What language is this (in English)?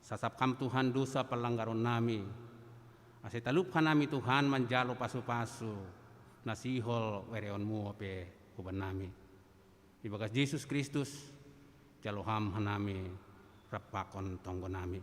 Batak Simalungun